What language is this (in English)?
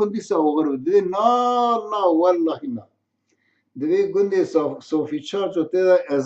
Kurdish